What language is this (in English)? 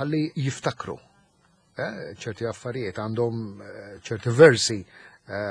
Maltese